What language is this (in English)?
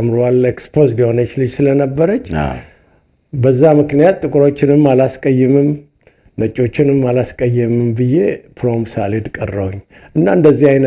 Amharic